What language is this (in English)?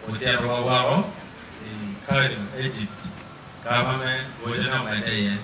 Acoli